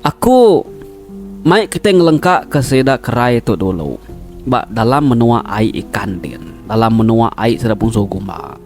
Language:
Iban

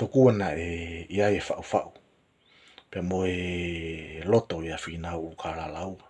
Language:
Tongan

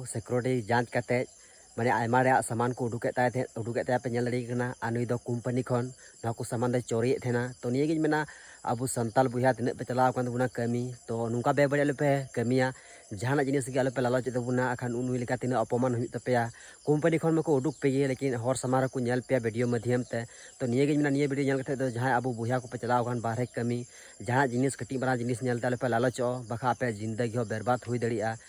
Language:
Santali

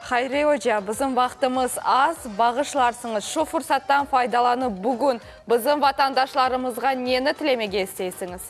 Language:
Crimean Tatar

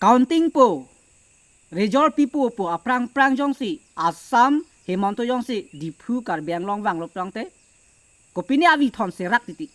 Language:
Karbi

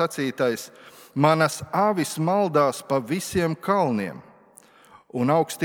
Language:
Latvian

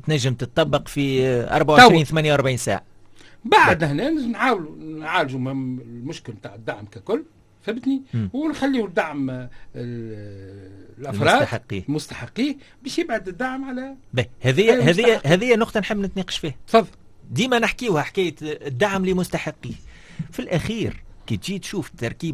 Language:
Tunisian Arabic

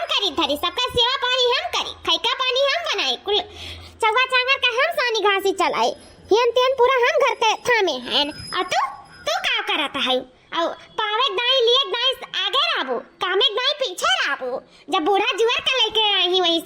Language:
Awadhi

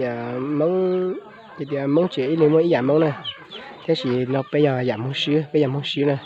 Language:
Hmong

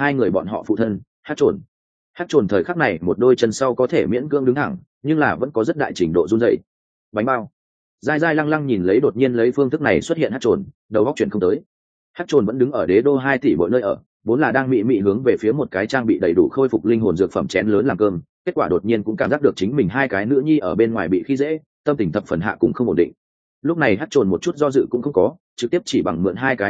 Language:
Vietnamese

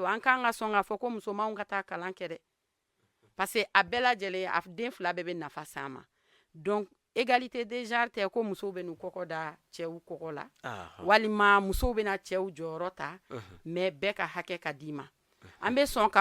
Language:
Bambara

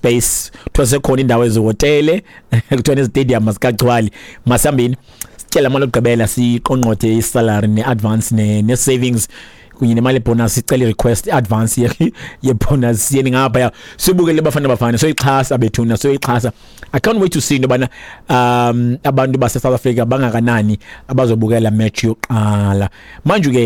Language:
Xhosa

